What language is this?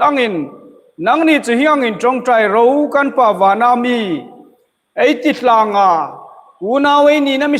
Hmar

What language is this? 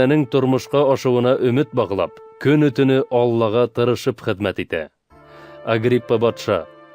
Bashkir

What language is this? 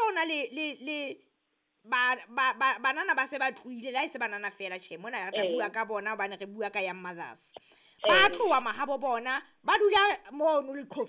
Southern Sotho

